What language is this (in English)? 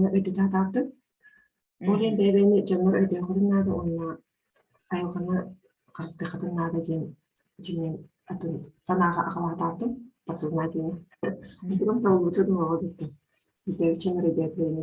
Yakut